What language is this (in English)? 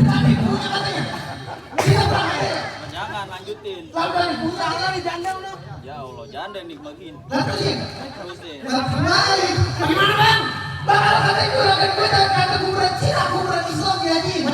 Betawi